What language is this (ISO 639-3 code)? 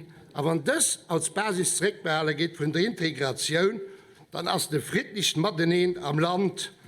ltz